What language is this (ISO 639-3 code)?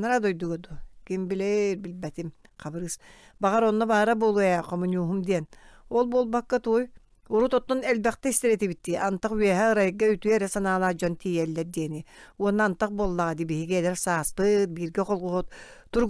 sah